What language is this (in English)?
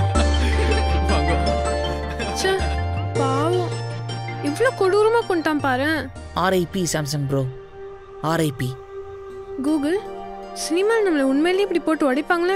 Tamil